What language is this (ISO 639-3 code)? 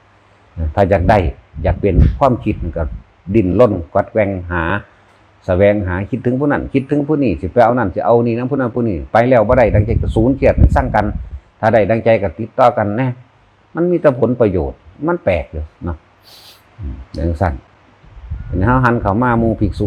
tts